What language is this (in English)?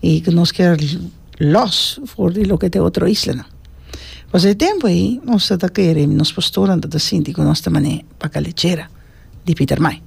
Papiamento